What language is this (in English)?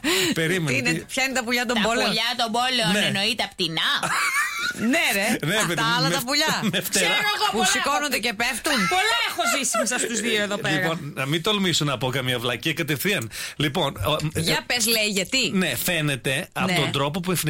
Greek